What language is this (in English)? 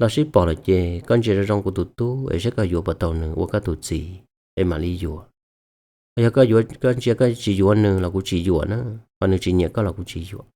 Hmong